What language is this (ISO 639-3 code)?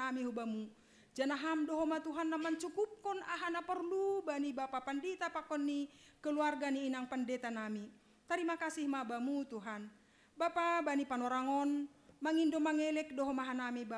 bts